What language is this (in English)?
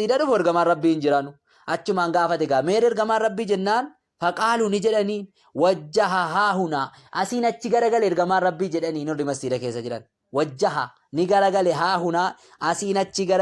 Oromo